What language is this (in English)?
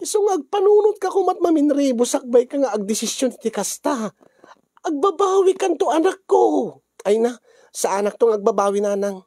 Iloko